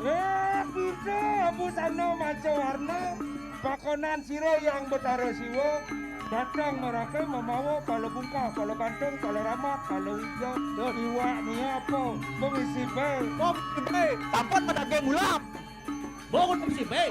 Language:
Balinese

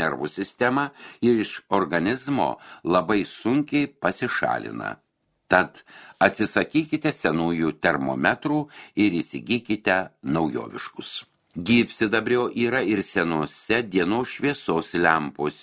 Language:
Lithuanian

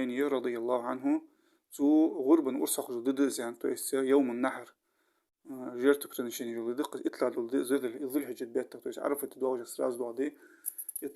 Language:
Ingush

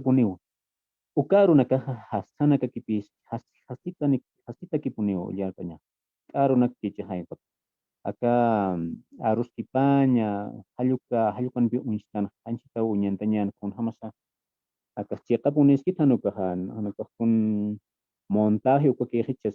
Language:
Aymara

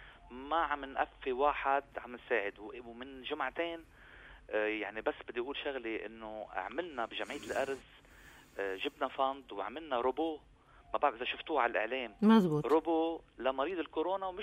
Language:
North Levantine Arabic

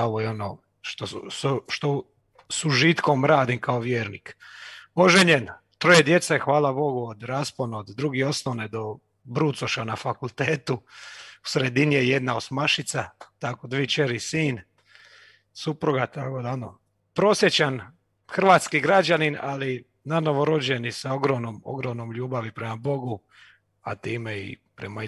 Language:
Croatian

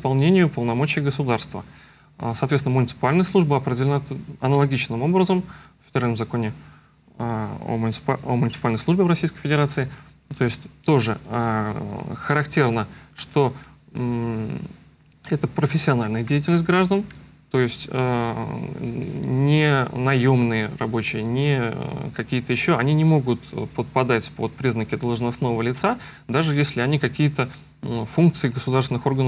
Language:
Russian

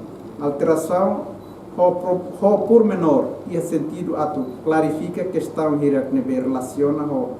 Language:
Tetum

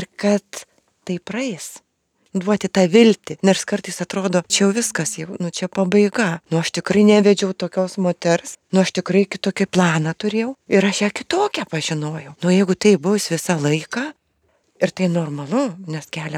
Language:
Lithuanian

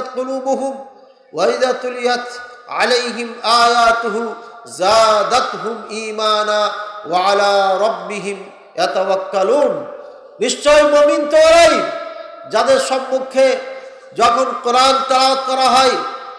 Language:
Bangla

